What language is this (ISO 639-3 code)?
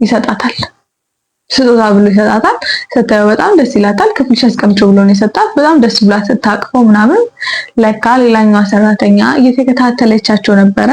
amh